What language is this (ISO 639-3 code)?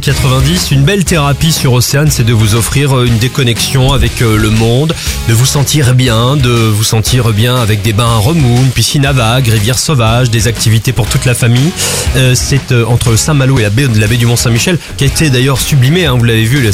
fra